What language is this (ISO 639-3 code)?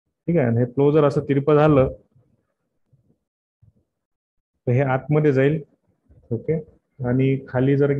mar